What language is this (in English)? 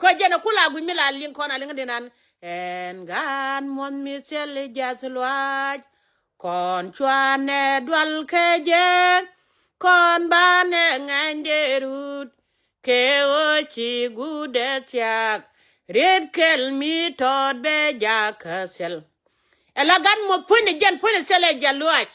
Nuer